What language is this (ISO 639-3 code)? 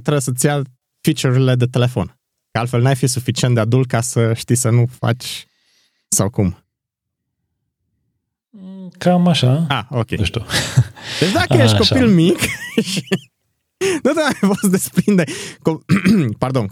ron